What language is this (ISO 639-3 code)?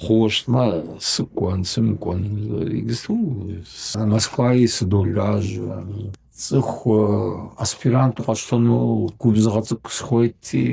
kbd